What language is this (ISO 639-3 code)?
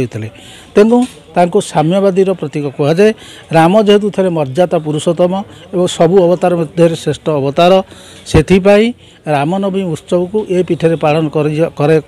ori